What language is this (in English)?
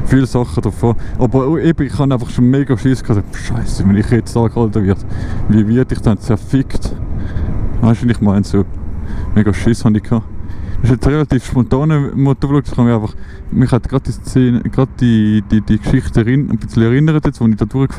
Swiss German